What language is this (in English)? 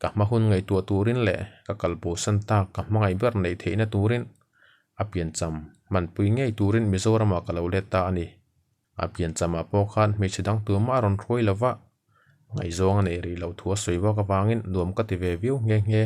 Mizo